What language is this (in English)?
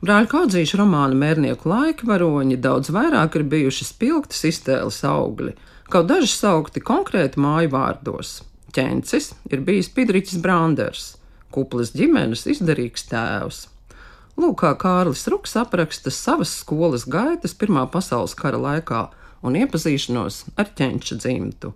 Latvian